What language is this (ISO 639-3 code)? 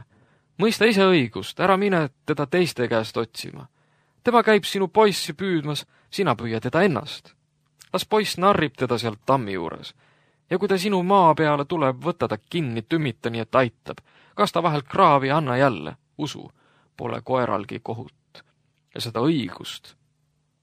est